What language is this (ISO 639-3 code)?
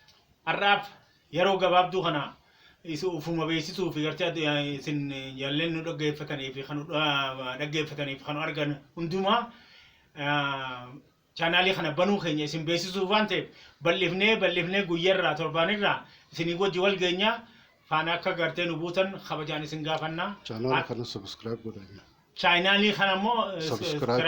orm